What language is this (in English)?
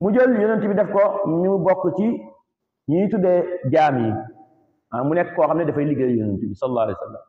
Wolof